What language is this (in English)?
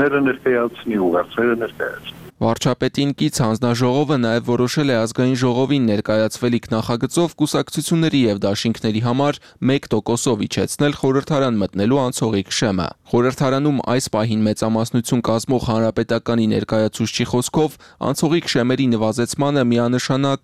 Armenian